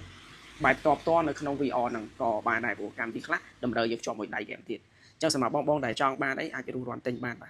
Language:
Khmer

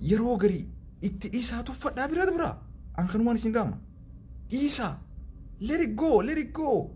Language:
Oromo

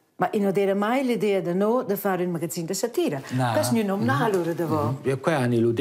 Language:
Romansh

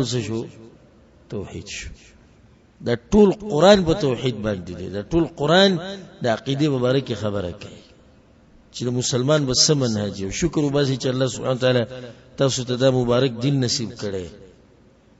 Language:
Pashto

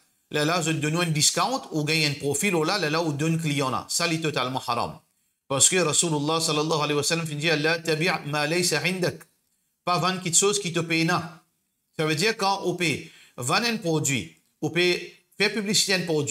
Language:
Morisyen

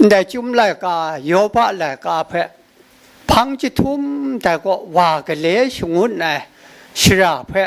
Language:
Kachin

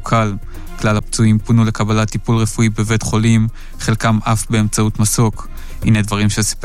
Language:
Hebrew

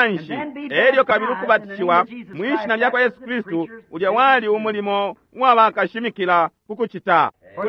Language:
Bemba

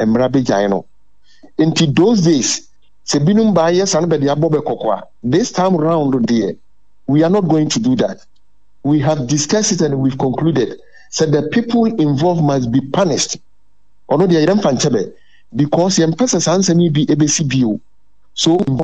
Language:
Akan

